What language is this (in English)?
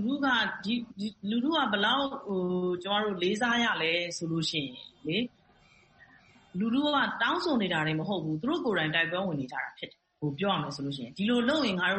Burmese